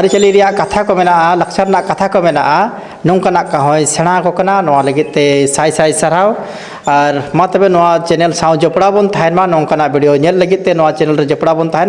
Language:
Santali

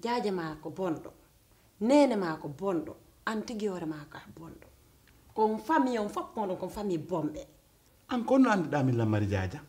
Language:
Pular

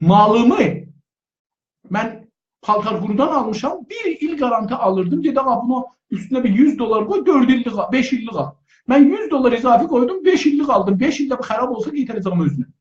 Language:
South Azerbaijani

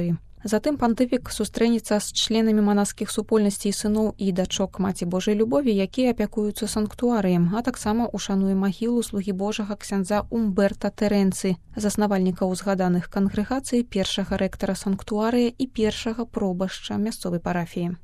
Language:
Belarusian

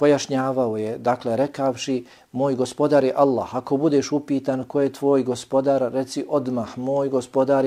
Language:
Bosnian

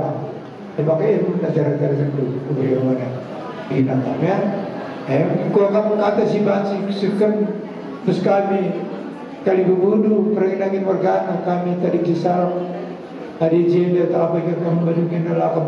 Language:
Batak Karo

